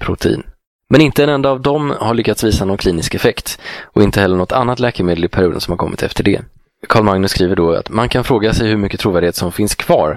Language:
Swedish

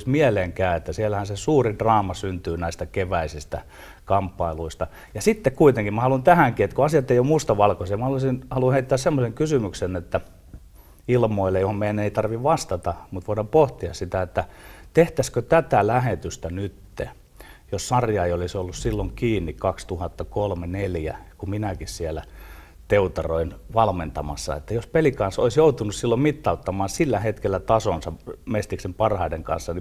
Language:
Finnish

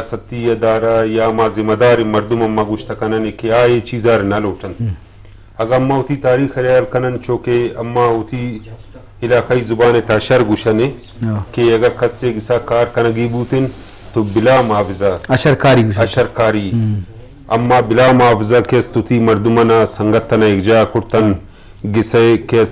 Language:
Eastern Balochi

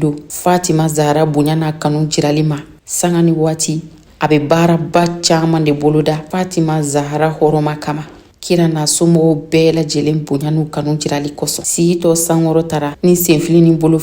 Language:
Bambara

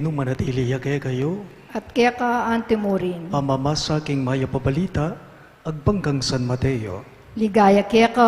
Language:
Pampanga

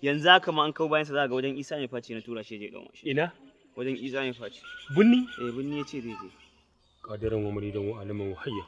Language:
Hausa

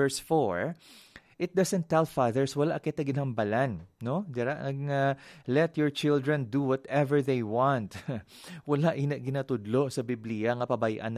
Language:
Hiligaynon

